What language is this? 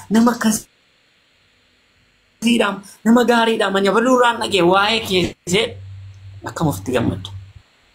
Oromo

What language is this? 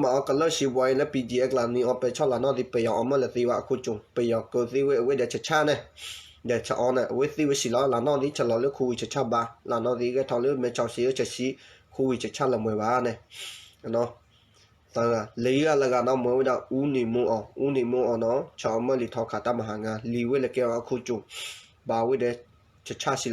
S'gaw Karen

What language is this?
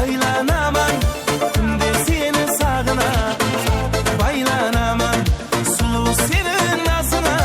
Kara-Kalpak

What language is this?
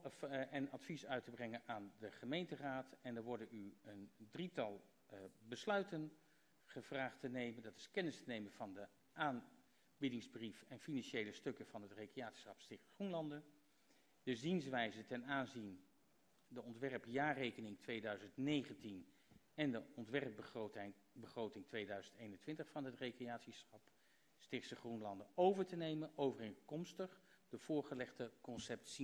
Dutch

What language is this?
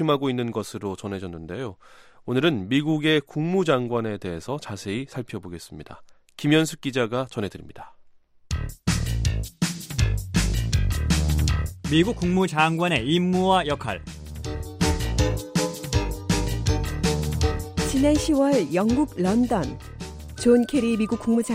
Korean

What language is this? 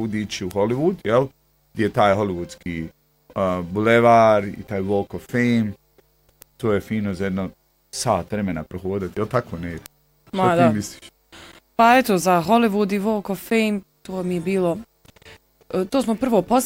Bosnian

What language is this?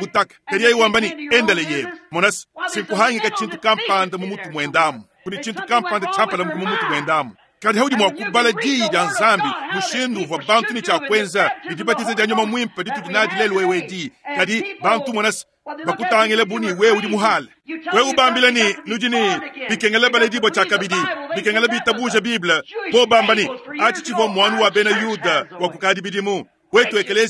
Luba-Lulua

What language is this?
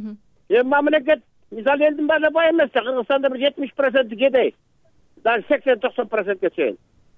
Kyrgyz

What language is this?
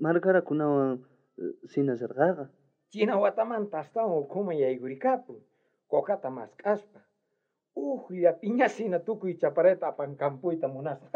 South Bolivian Quechua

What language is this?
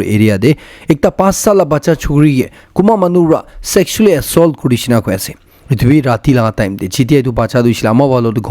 Naga Pidgin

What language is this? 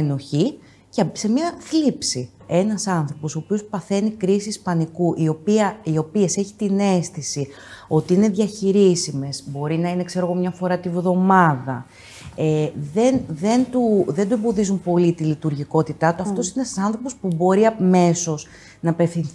Greek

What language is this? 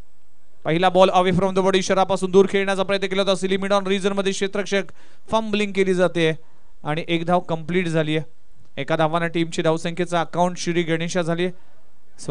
Marathi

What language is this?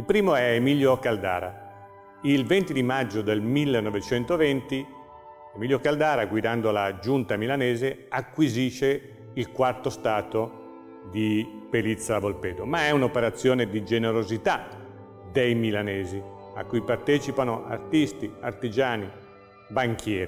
Italian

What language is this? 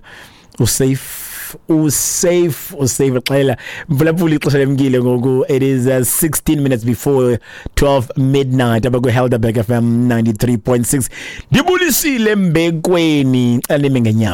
Xhosa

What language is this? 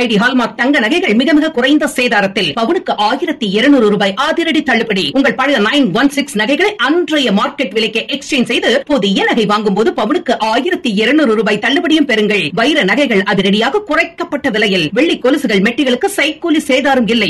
Tamil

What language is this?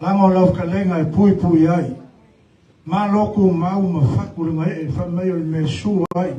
Samoan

